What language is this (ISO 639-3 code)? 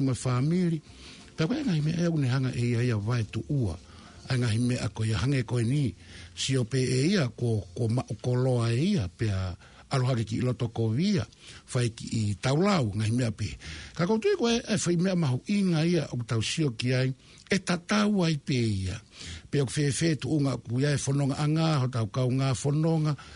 ton